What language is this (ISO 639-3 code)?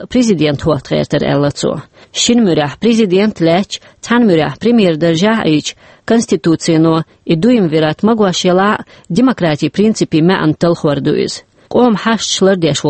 che